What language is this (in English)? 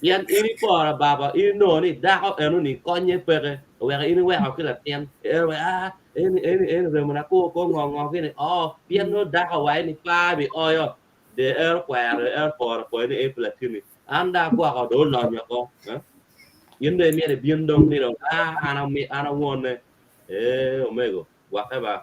Acoli